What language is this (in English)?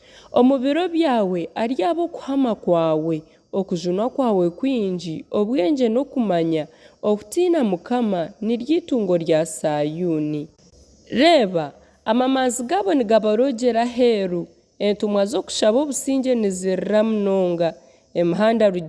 Nyankole